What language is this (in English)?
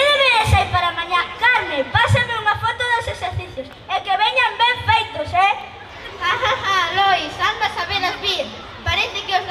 Galician